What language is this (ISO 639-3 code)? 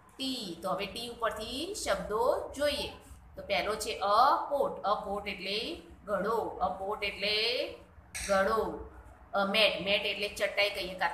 guj